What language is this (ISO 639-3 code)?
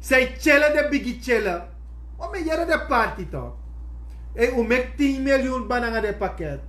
srn